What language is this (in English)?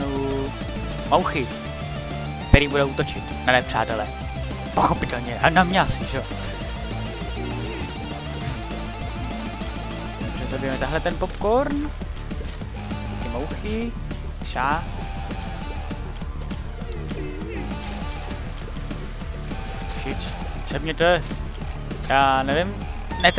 Czech